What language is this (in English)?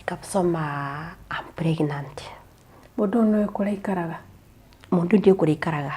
Kikuyu